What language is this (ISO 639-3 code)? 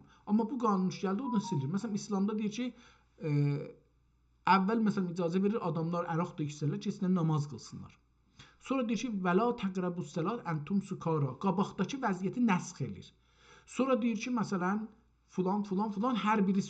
azb